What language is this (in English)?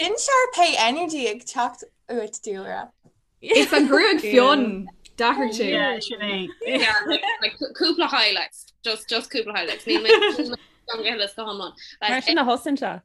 Irish